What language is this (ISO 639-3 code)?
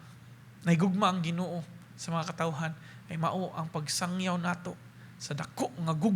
ceb